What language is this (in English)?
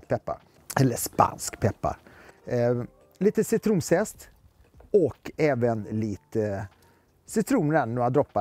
Swedish